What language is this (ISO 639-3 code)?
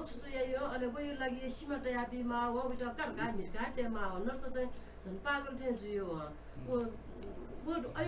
new